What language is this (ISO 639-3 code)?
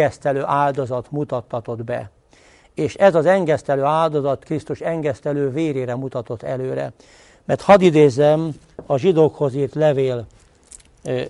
hun